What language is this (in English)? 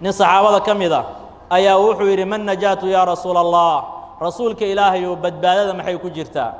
Somali